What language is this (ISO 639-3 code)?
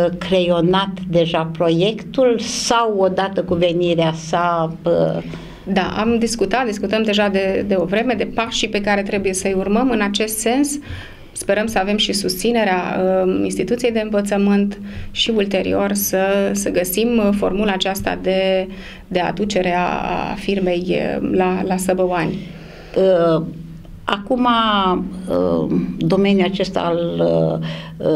ron